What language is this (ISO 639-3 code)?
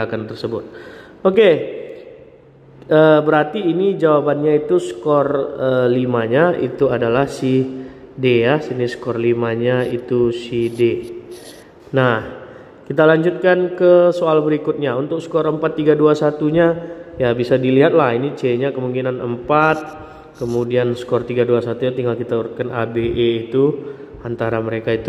ind